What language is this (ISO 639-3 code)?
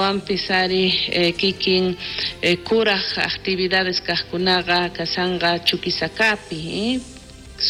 quh